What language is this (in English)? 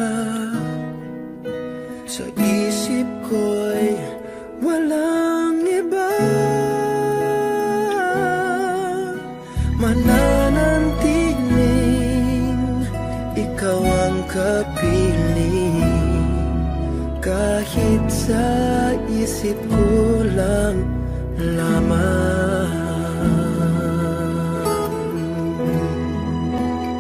Filipino